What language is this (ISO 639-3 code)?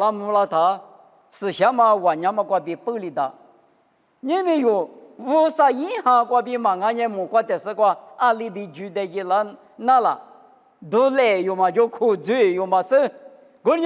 lis